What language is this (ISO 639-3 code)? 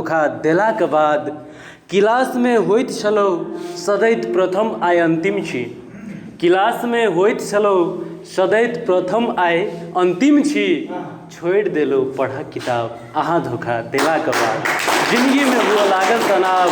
mai